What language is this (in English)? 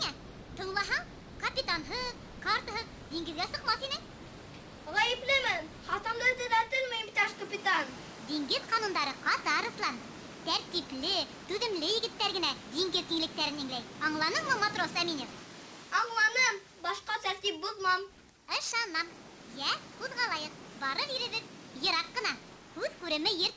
Bashkir